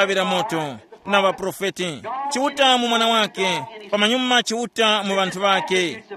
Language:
Tumbuka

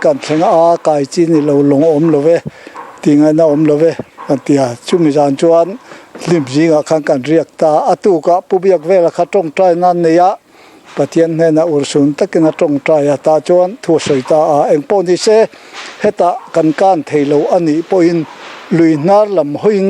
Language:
Mizo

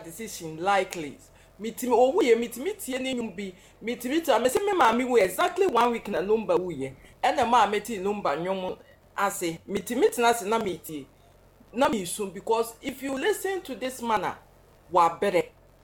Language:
Akan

